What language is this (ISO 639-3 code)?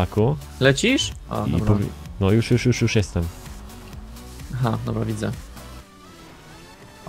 pol